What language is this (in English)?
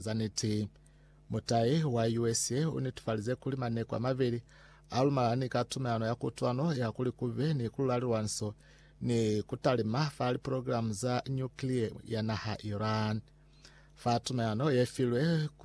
Lozi